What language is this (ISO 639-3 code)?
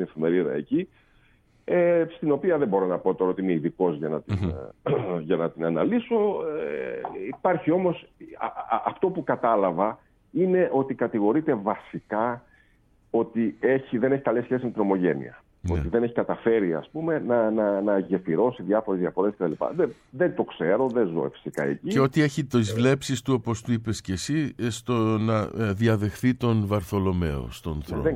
ell